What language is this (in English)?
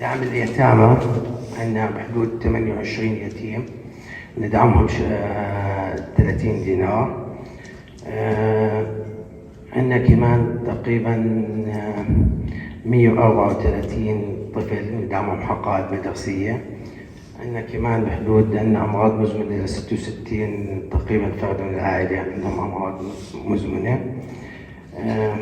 North Levantine Arabic